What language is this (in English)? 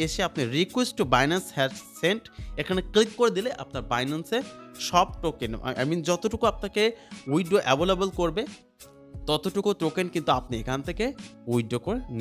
Bangla